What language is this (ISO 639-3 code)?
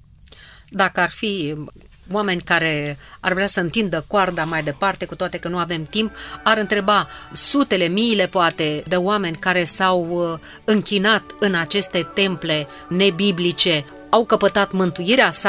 ron